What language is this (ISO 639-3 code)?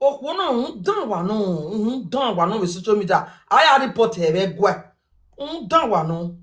pcm